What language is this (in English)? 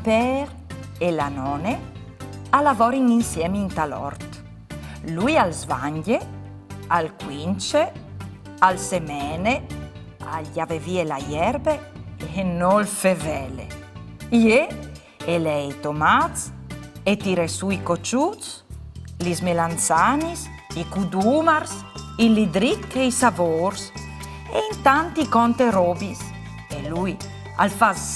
Friulian